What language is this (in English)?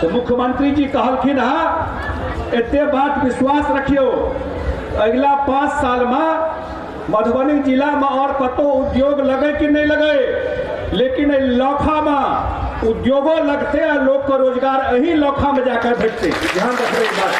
Maithili